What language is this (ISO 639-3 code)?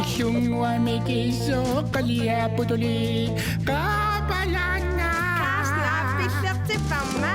kal